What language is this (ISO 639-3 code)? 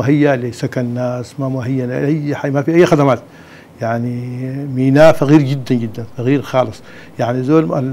apd